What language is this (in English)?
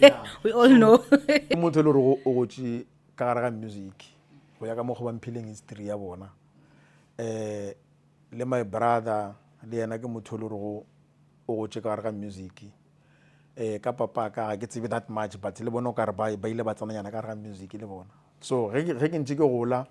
Northern Sotho